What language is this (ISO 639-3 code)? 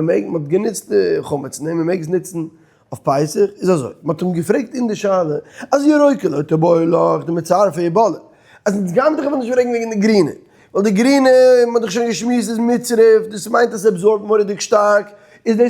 yid